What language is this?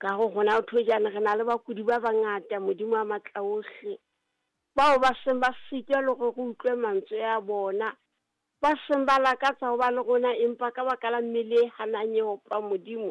Southern Sotho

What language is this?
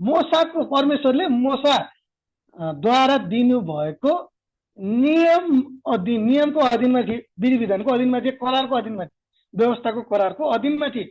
Nepali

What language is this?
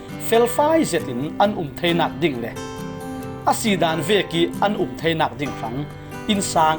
Falam Chin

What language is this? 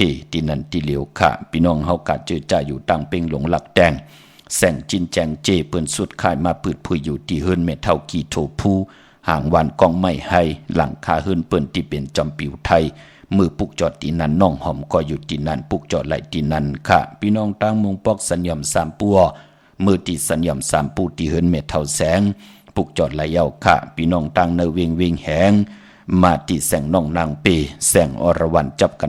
Shan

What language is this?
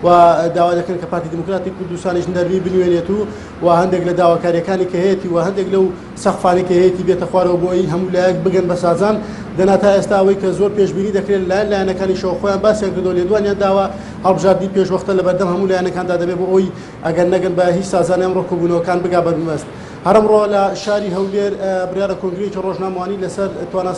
Central Kurdish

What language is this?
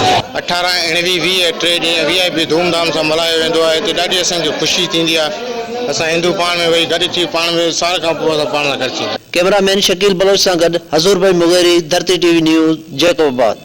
Sindhi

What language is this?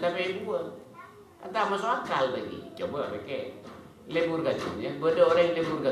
Madurese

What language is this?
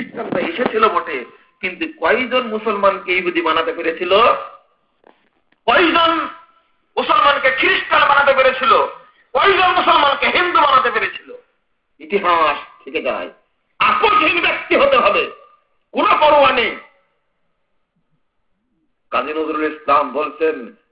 Bangla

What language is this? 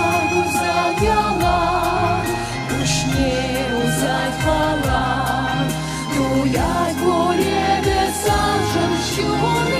Chuvash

